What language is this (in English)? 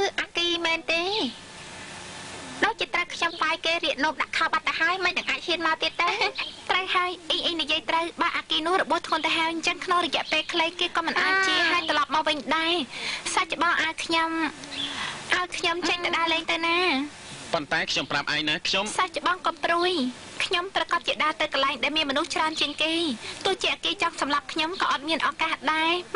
Khmer